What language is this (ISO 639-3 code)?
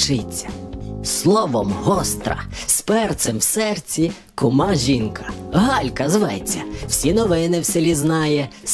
ukr